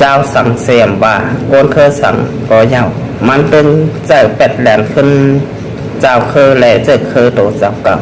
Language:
Shan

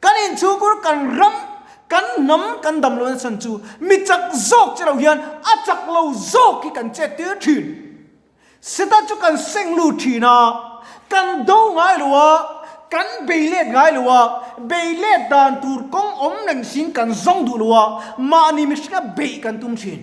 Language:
Mizo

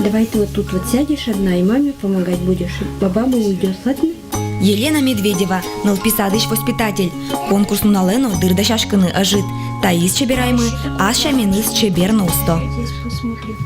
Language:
Udmurt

